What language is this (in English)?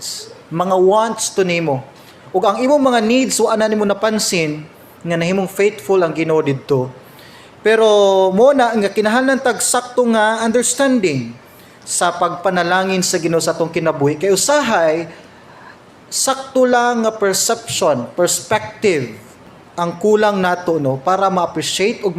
Cebuano